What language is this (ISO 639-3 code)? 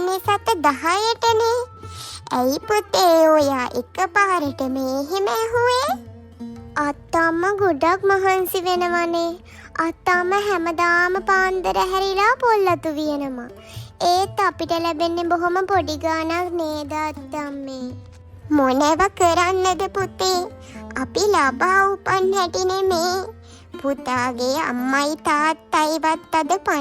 sin